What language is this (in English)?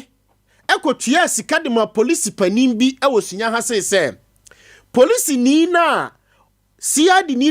Akan